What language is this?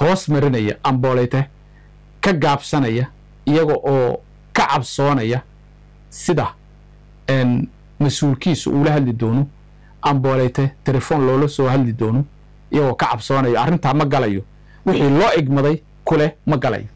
Somali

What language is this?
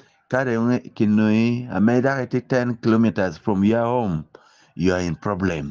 Acoli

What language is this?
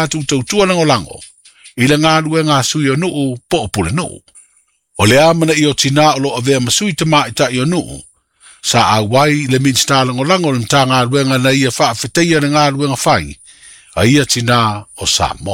Samoan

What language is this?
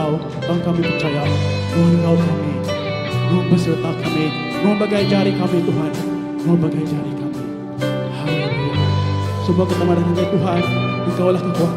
Iban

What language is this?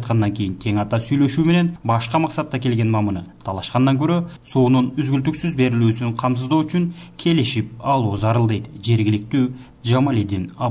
Kyrgyz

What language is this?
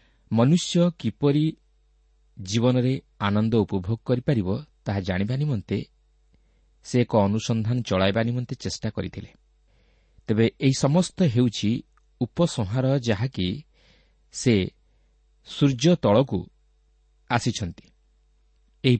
Odia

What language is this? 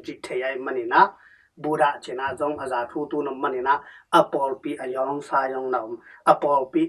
Tedim Chin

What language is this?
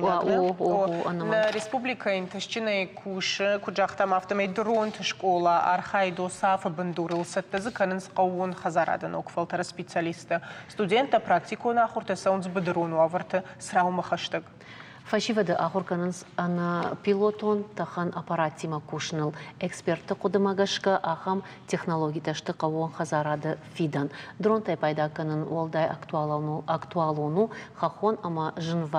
Ossetic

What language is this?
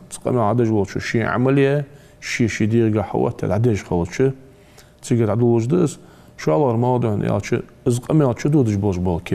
Ingush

